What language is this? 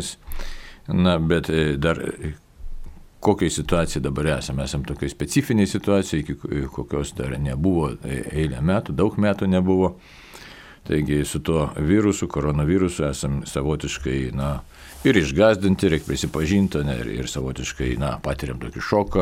Lithuanian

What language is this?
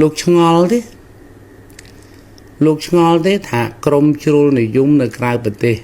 Khmer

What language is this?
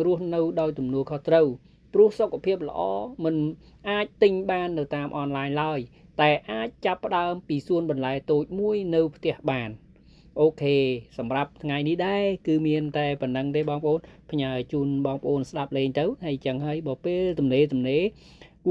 Khmer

